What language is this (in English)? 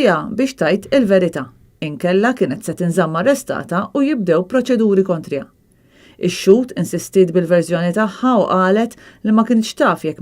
Maltese